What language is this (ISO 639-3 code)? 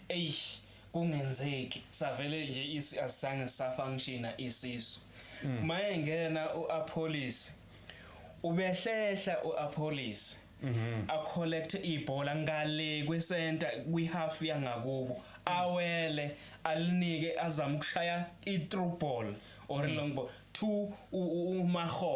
zul